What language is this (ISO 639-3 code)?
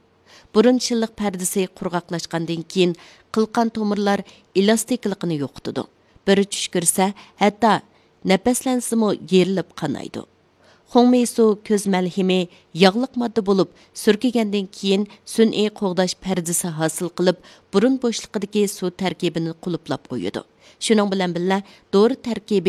uig